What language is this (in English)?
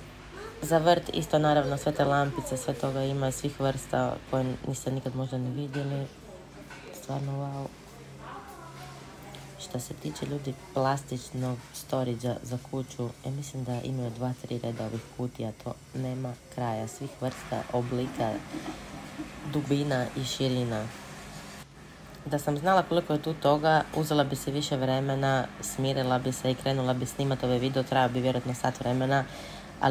Croatian